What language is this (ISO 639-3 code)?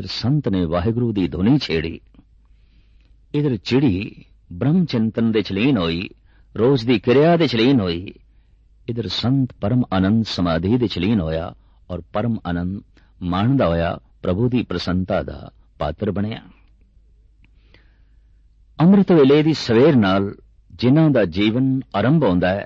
pan